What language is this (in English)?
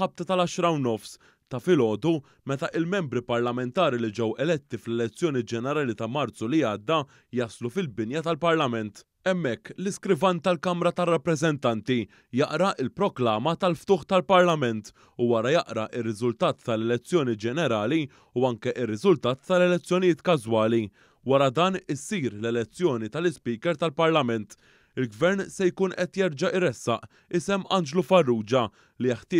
Maltese